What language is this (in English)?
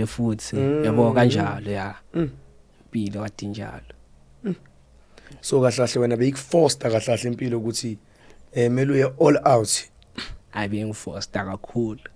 Zulu